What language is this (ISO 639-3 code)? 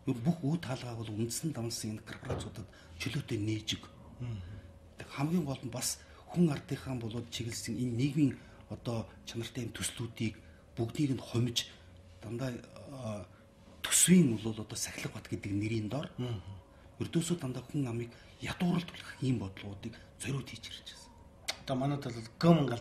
mon